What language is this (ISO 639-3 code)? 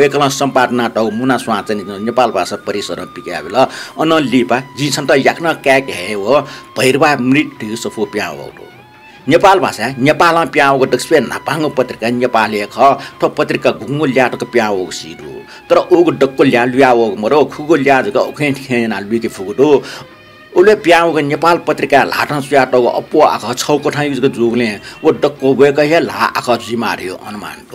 new